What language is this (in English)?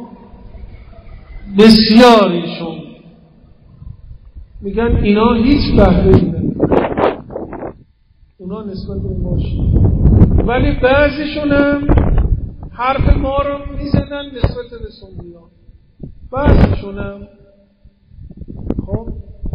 Persian